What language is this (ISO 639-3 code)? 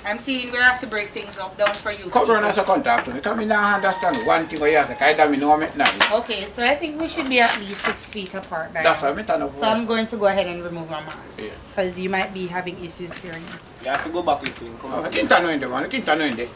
jam